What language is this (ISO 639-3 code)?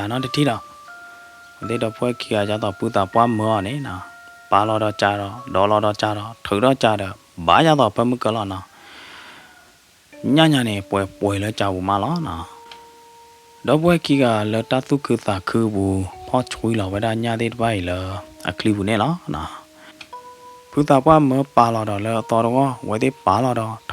ksw